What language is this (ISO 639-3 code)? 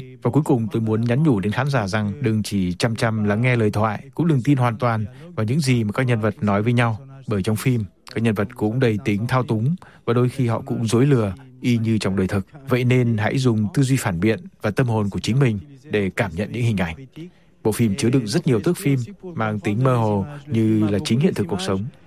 vie